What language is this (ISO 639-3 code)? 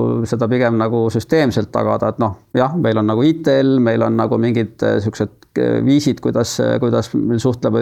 est